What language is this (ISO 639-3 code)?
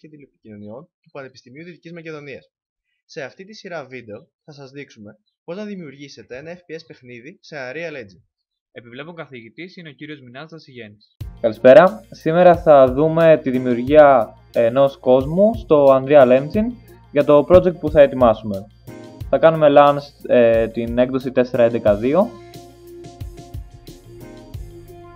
ell